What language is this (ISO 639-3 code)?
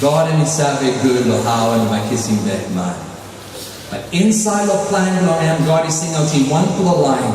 tpi